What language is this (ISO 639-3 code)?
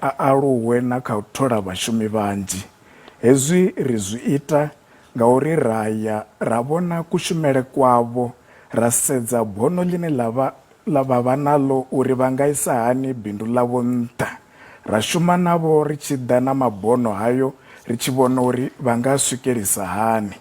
ven